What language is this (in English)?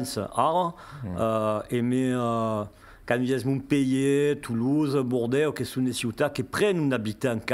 Occitan